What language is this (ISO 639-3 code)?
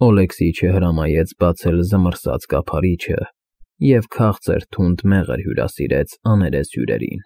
hye